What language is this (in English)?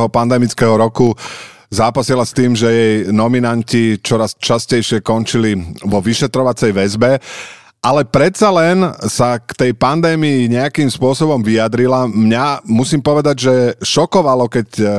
Slovak